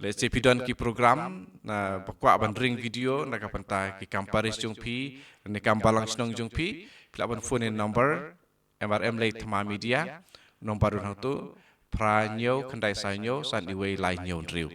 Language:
Khasi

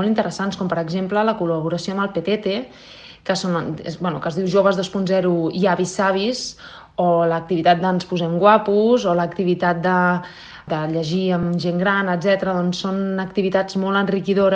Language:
Catalan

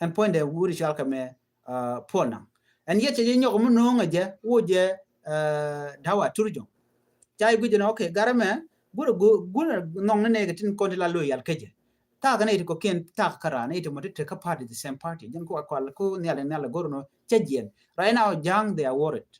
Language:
Nuer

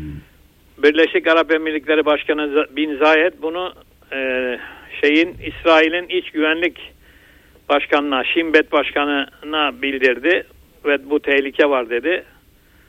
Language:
Turkish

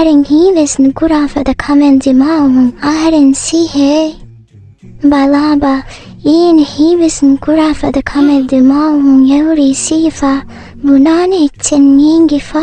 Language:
Divehi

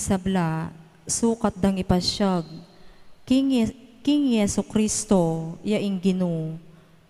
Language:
Pampanga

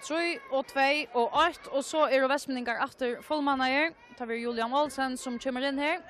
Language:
Faroese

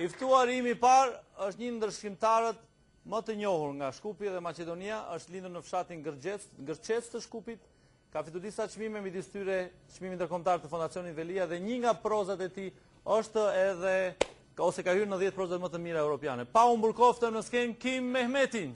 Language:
Albanian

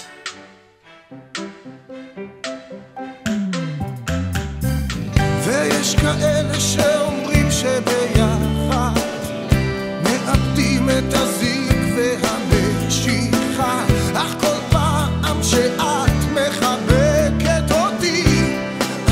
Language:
Hebrew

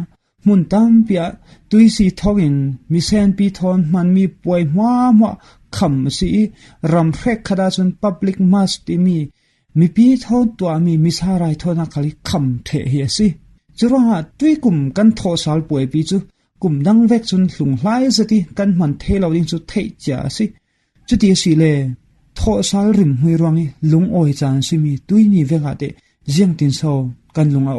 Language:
Falam Chin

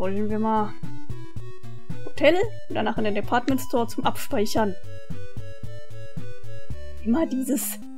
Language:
German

